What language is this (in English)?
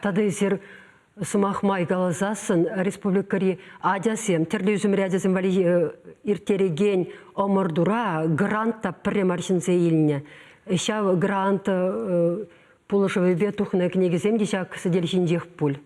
Chuvash